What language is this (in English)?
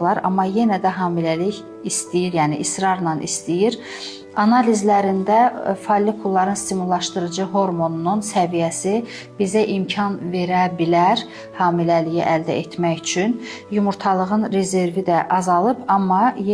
Azerbaijani